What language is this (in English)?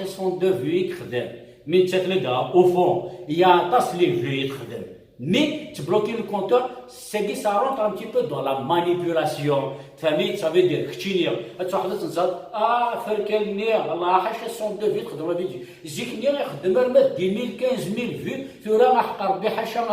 Kabyle